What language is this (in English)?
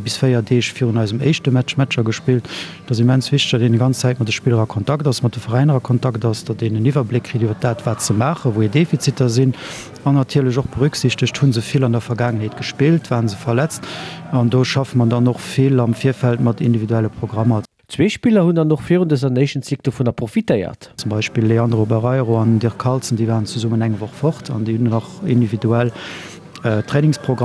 Luxembourgish